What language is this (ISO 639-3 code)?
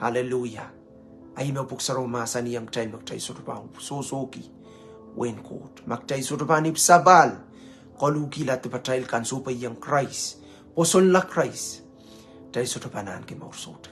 pon